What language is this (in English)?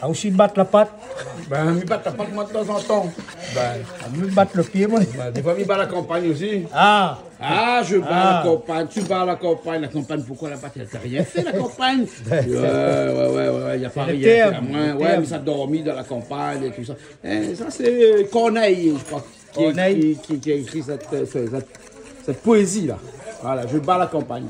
Réunion Creole French